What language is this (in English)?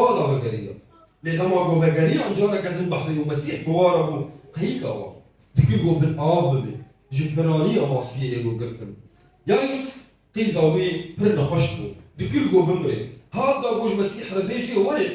Kurdish